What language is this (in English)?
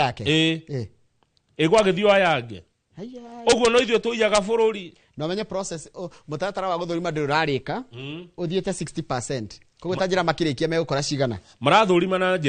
Kikuyu